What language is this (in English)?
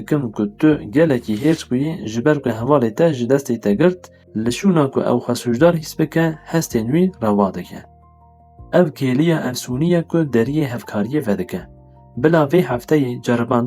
Kurdish